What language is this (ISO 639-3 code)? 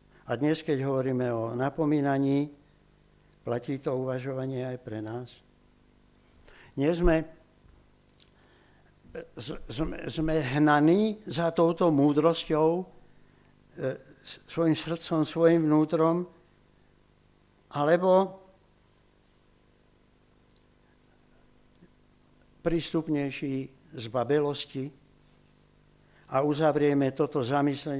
slk